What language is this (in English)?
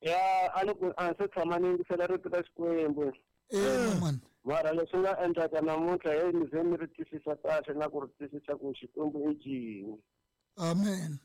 Tsonga